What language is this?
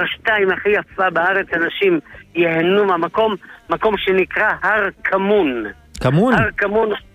Hebrew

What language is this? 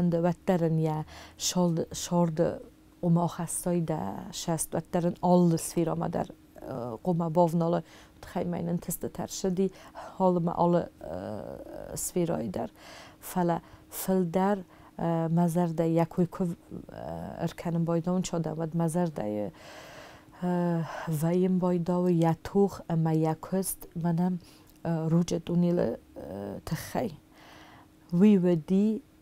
Ossetic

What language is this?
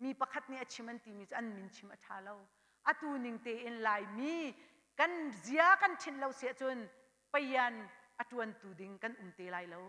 Hakha Chin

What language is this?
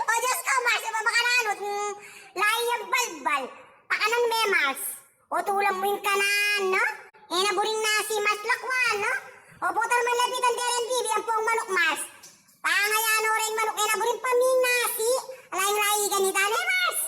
Pampanga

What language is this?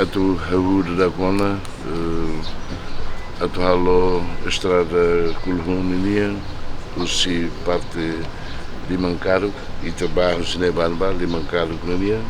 Tetum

